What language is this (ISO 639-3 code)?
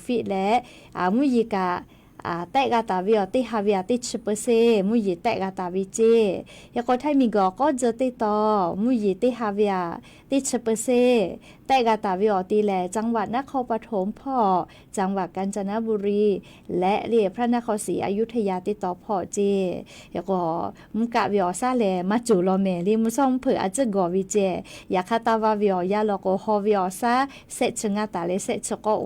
lhu